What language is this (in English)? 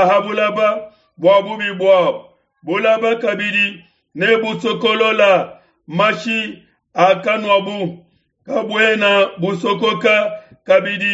Luba-Lulua